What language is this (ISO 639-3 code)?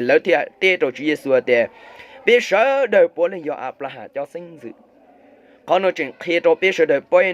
hmn